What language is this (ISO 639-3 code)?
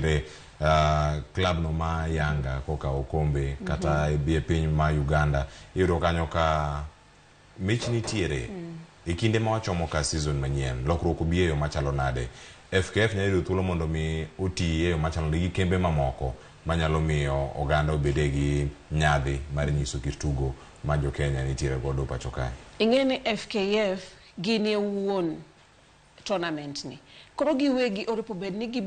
luo